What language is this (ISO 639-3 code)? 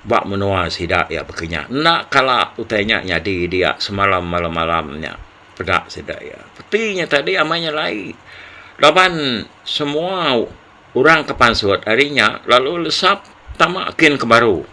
iba